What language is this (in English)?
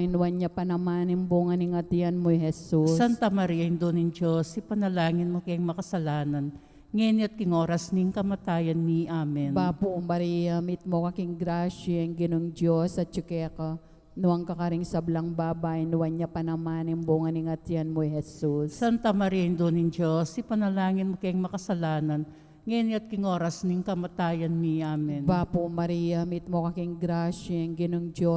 Pampanga